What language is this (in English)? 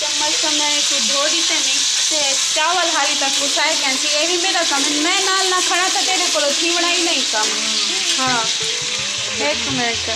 Saraiki